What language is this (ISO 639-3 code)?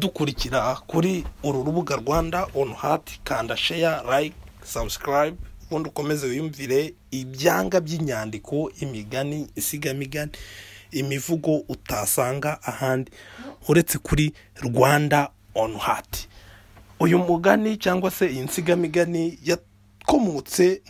kin